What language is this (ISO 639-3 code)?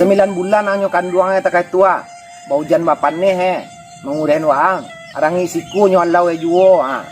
min